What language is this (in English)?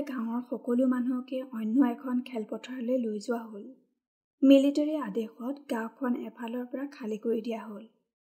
Assamese